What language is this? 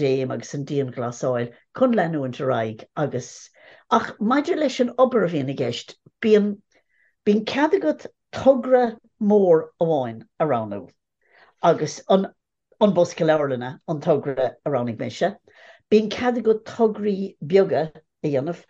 Irish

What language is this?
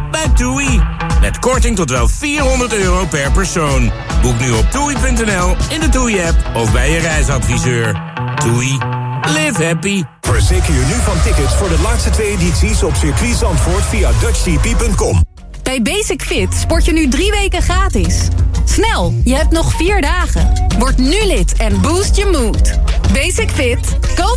Dutch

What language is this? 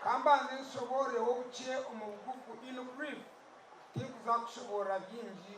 Nyankole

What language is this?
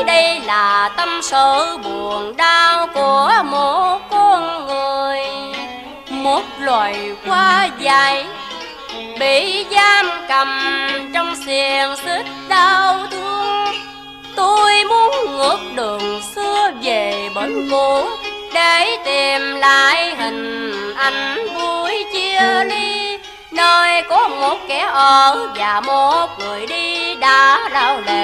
Vietnamese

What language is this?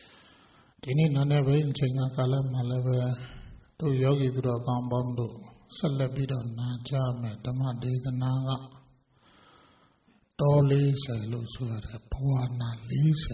Burmese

